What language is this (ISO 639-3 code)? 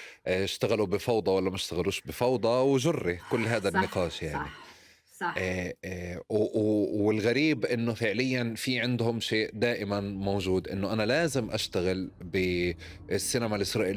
apc